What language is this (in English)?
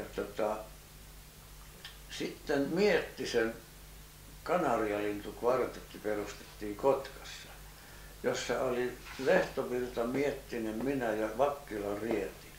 Finnish